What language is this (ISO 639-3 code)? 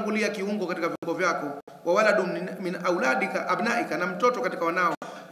swa